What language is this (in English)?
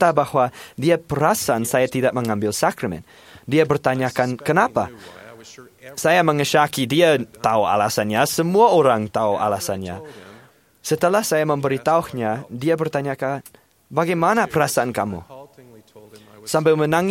Malay